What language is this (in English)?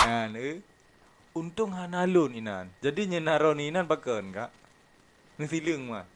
Achinese